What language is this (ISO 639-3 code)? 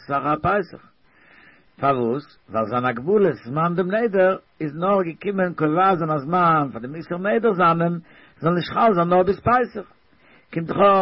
yid